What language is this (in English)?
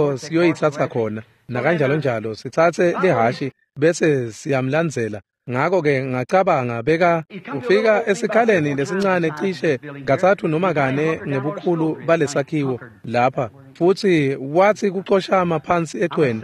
Swati